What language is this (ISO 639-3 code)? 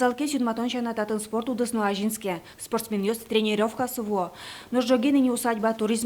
udm